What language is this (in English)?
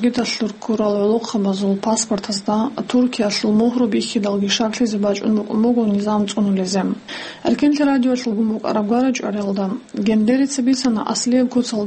Avaric